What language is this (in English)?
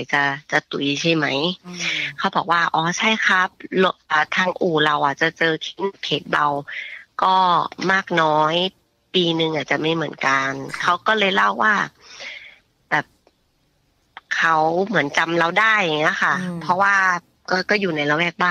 Thai